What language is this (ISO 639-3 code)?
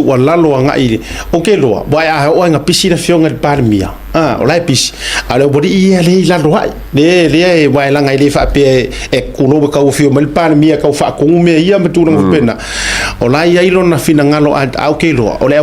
smo